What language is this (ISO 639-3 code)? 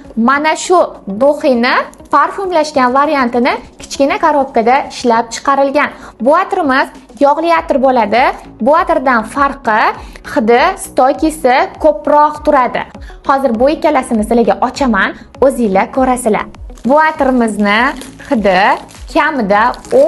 uzb